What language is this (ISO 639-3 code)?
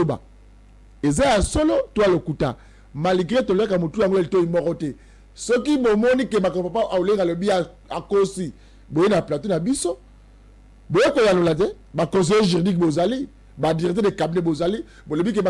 lin